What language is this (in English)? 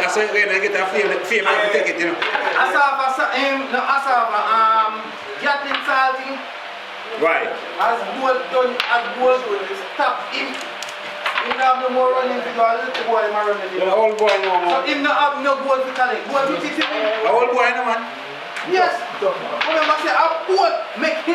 Jamaican Creole English